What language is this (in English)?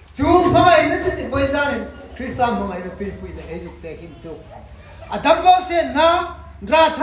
Hmar